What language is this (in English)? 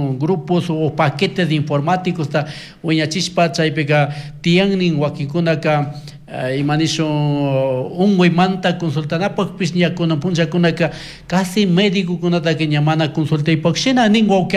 Chimborazo Highland Quichua